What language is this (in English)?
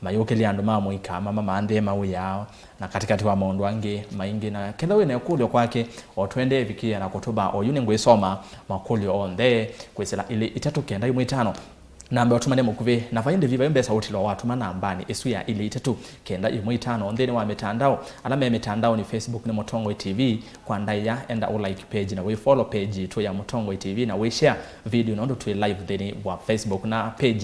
Kamba